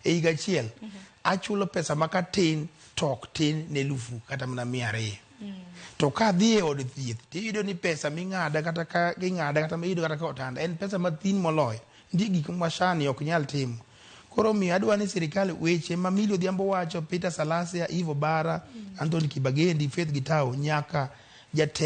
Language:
Luo (Kenya and Tanzania)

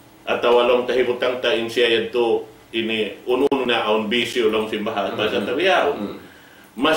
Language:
Tausug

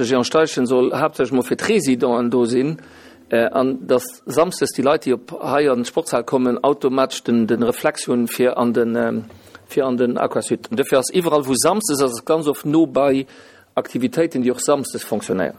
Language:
Luxembourgish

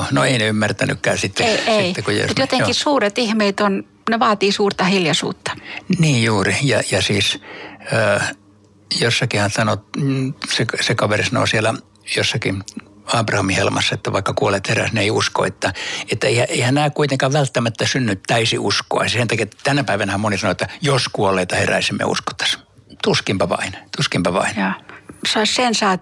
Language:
Finnish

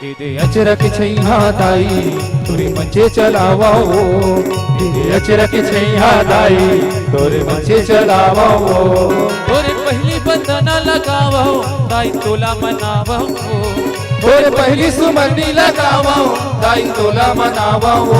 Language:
Chhattisgarhi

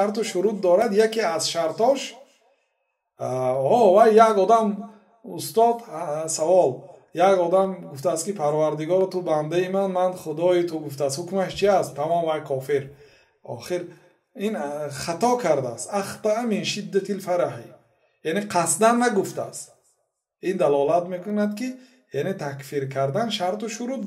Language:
Persian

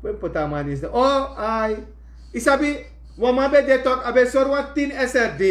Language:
Sranan Tongo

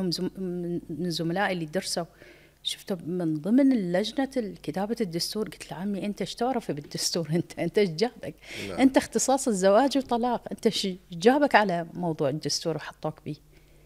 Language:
Mesopotamian Arabic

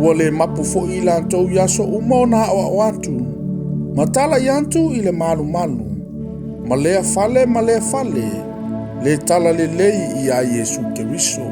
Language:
Samoan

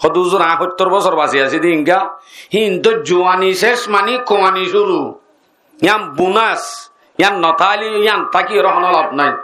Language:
Rohingya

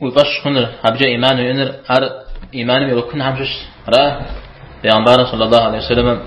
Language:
Kabardian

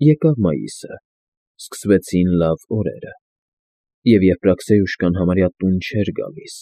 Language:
Armenian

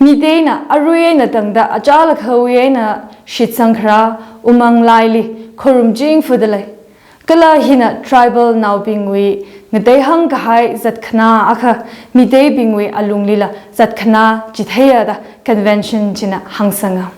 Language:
Tangkhul Naga (India)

